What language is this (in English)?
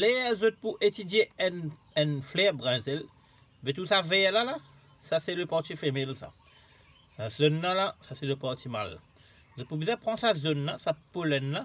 Morisyen